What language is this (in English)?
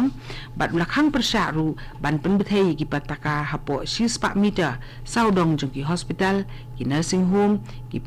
Khasi